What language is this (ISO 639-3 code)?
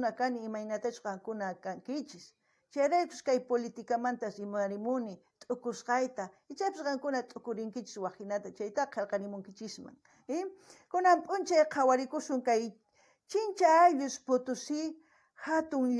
quh